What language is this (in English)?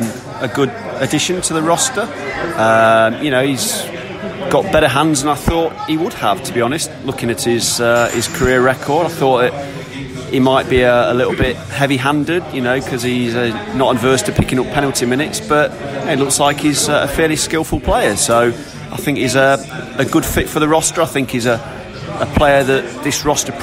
English